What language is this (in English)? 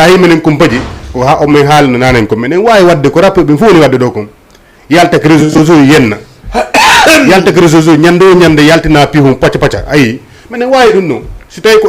Fula